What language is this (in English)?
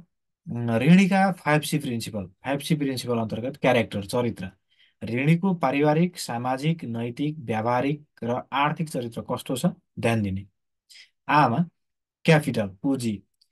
Nepali